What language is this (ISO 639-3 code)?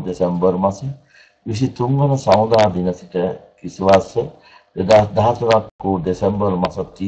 sin